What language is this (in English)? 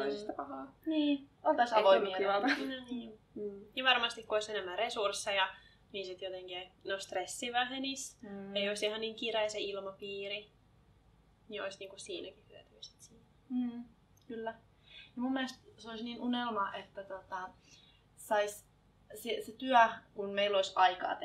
Finnish